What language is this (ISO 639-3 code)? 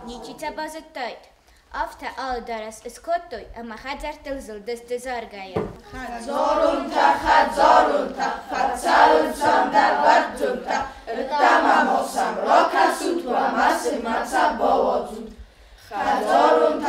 oss